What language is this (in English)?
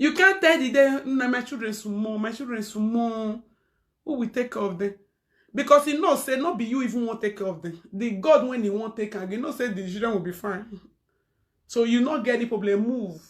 Nigerian Pidgin